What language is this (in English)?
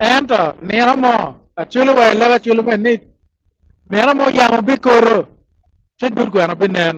Acoli